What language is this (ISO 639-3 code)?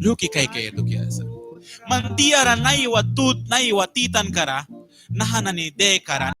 miq